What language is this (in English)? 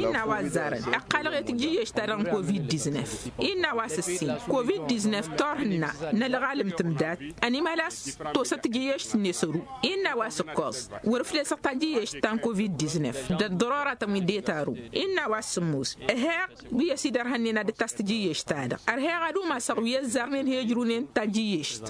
Tamasheq